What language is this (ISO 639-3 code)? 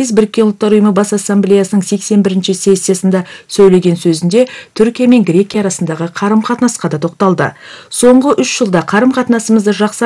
kaz